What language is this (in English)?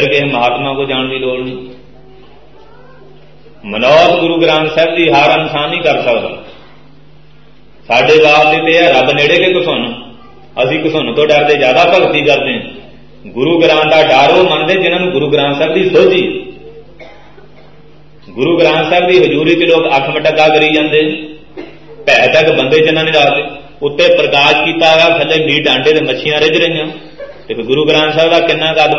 Punjabi